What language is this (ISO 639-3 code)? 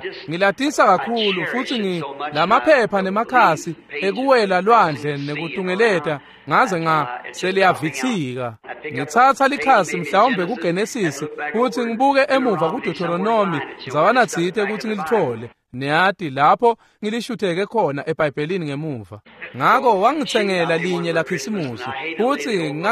ssw